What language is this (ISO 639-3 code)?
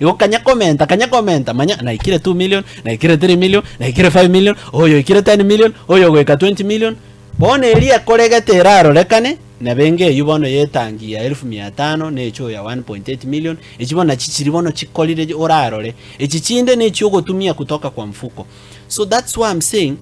guz